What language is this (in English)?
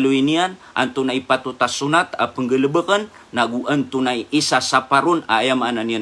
Maranao